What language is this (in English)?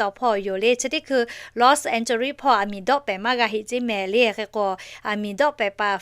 Lahu